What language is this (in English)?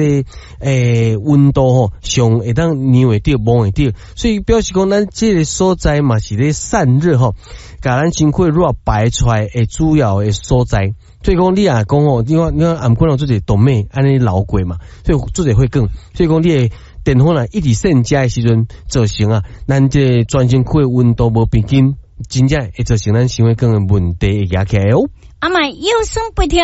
Min Nan Chinese